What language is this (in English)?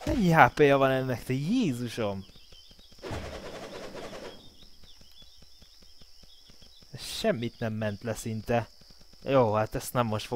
Hungarian